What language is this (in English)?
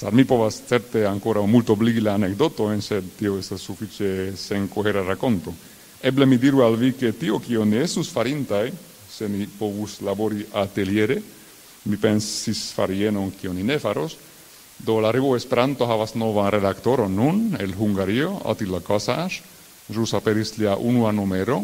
Esperanto